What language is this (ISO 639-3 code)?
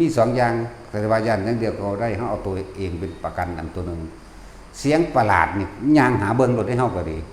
lao